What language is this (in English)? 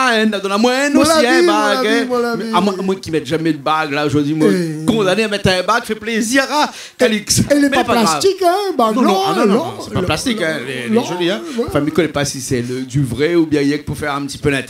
Réunion Creole French